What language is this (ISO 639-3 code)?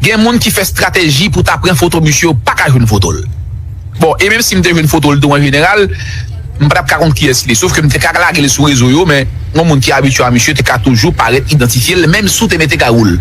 hat